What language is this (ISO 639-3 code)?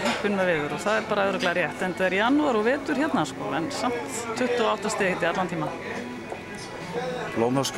isl